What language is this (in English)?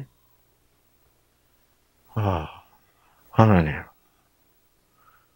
Korean